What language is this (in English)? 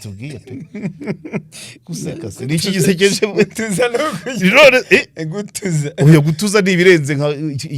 Kinyarwanda